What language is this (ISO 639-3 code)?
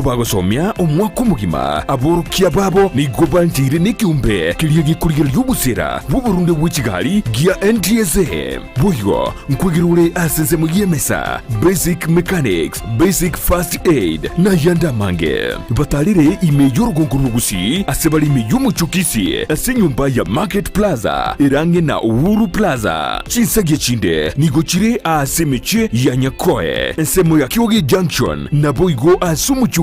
guz